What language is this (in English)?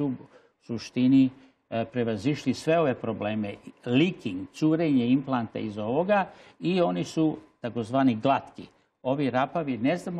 Serbian